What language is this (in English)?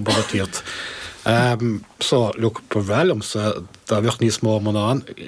Irish